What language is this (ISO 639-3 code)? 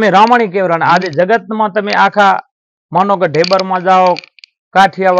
guj